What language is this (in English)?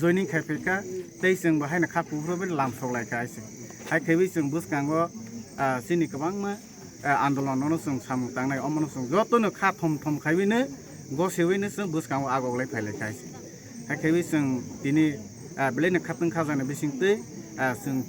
Kok Borok